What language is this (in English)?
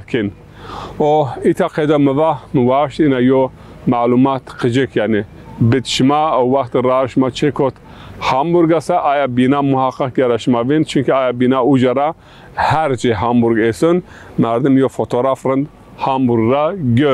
Zaza